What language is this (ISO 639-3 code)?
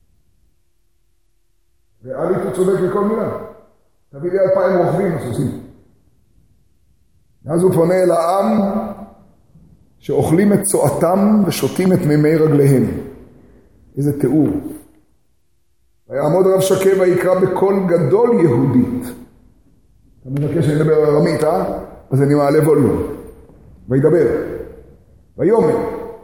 heb